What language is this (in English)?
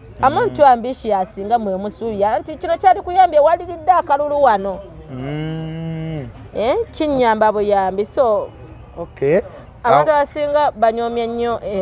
Ganda